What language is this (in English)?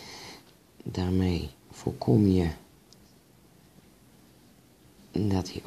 Dutch